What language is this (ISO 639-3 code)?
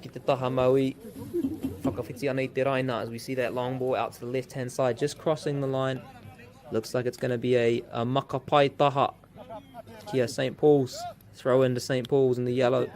mri